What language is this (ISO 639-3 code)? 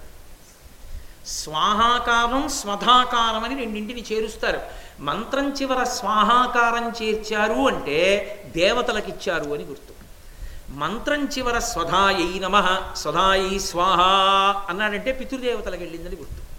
tel